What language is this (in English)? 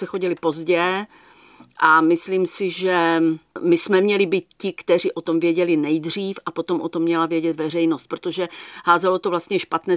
Czech